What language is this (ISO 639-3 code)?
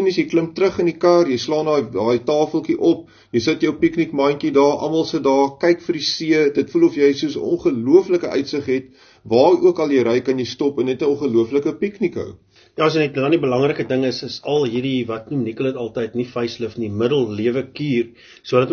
afr